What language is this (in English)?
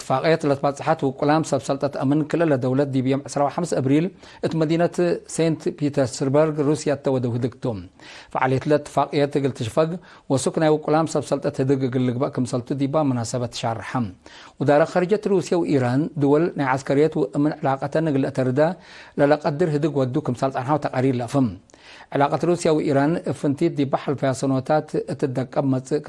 Tigre